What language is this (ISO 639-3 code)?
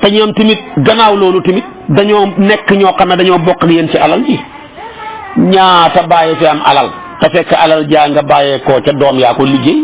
wol